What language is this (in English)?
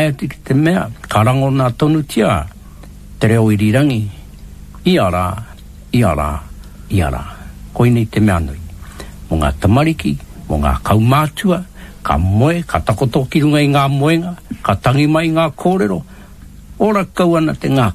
Māori